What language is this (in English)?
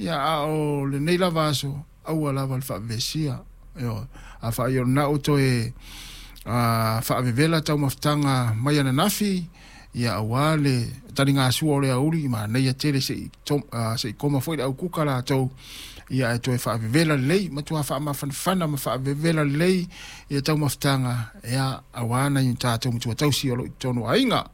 Samoan